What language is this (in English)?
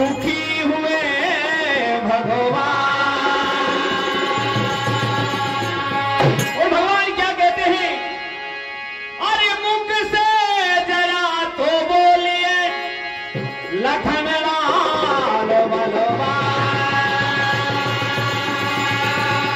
Hindi